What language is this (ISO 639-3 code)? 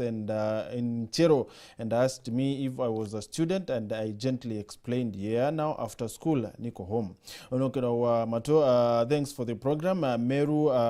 mer